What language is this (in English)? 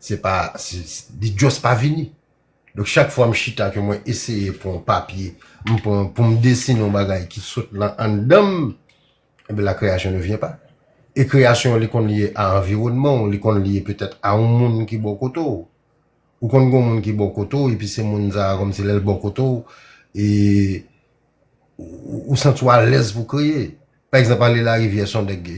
Haitian Creole